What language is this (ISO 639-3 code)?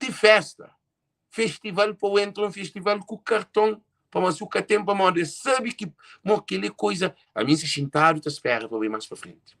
kea